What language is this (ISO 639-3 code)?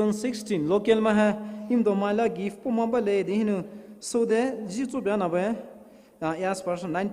pmx